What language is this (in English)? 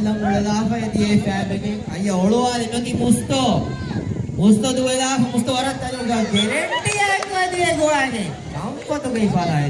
Divehi